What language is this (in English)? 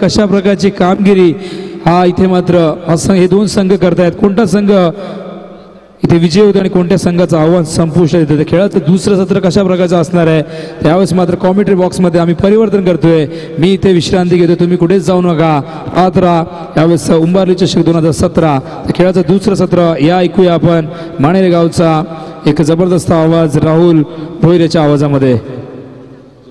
Marathi